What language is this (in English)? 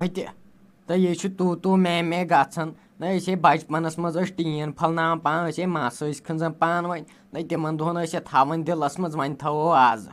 Kashmiri